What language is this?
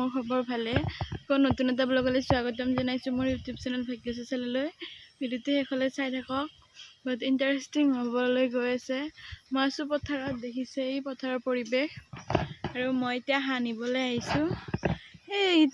Assamese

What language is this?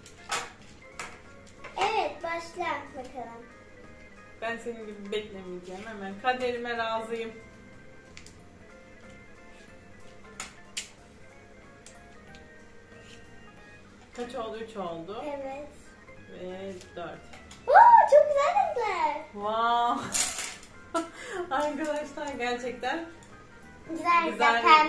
Turkish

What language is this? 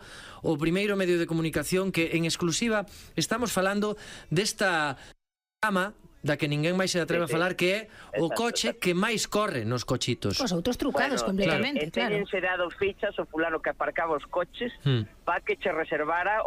Galician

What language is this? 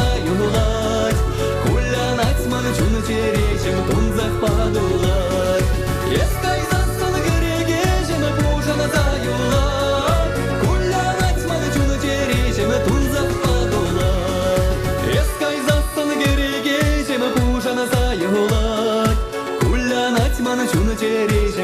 Chuvash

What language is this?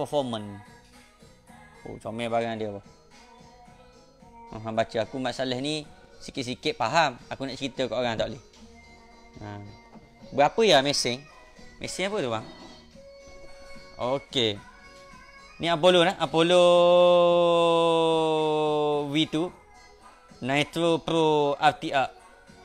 Malay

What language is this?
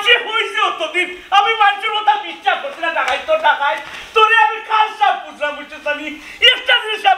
Sylheti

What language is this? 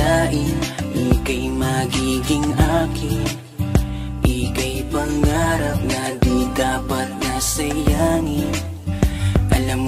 Filipino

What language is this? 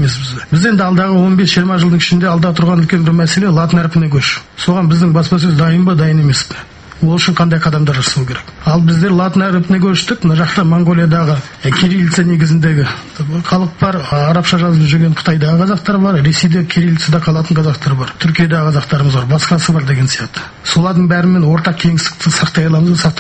Kazakh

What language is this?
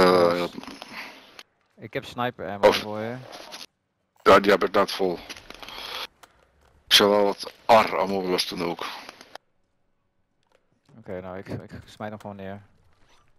Dutch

